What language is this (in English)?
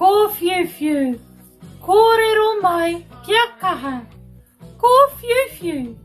Māori